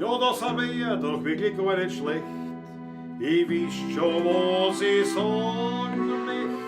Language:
Bavarian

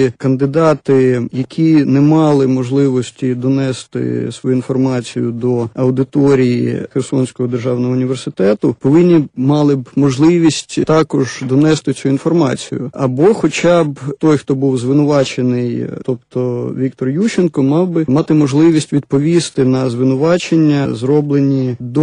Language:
Ukrainian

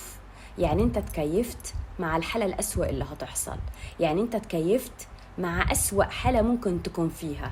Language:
Egyptian Arabic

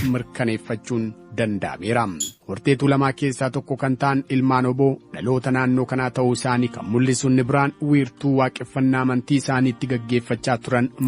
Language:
Oromo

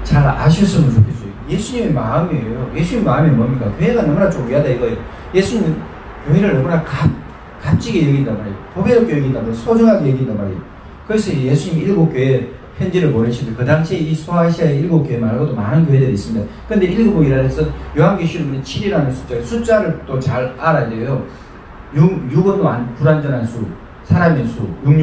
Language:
Korean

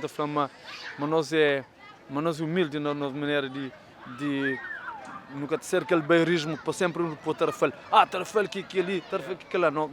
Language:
Kabuverdianu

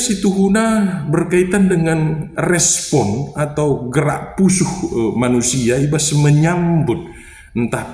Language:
Batak Karo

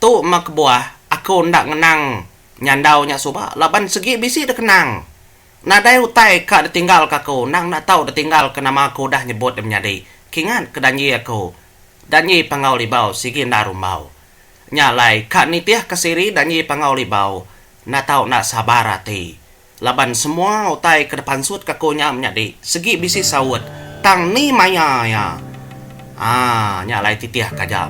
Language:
Iban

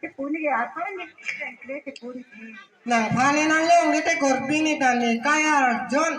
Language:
Karbi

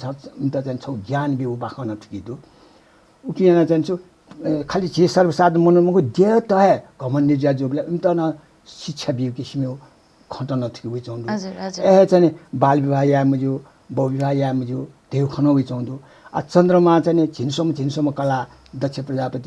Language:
Newari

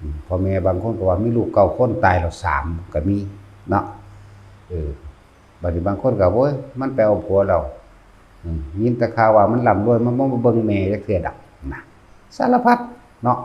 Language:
Northeastern Thai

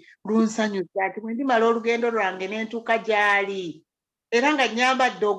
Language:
Ganda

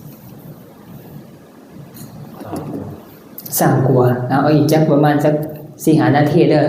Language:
Northeastern Thai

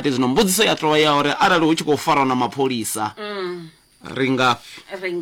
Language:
Venda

